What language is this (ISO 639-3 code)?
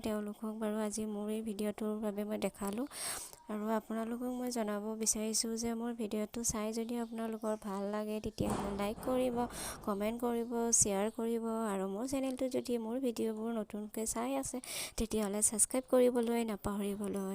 asm